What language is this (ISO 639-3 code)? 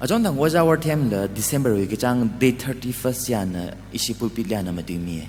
nmf